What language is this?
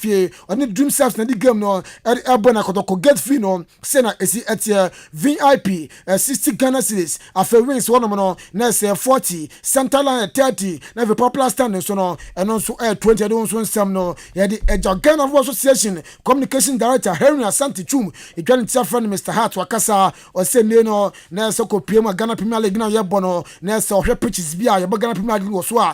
Akan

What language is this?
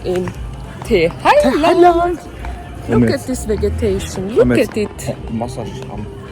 Swiss German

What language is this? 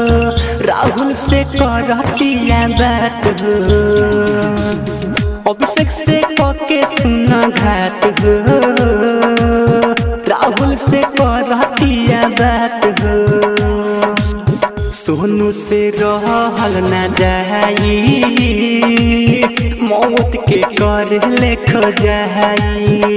Bhojpuri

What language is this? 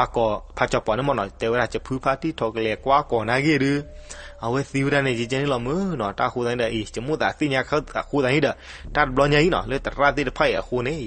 S'gaw Karen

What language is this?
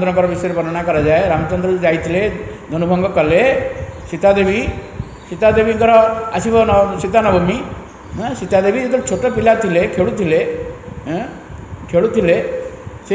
Odia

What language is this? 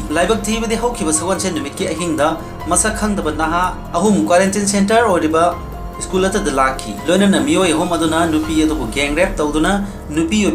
Manipuri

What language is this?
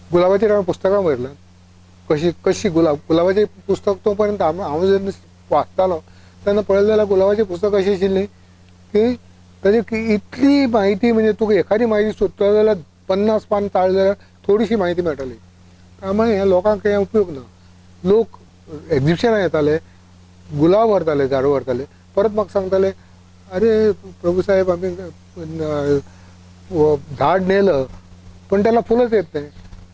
Konkani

